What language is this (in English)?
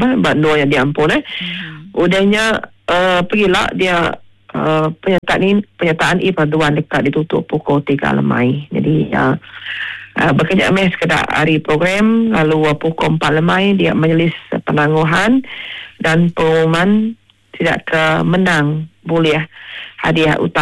Iban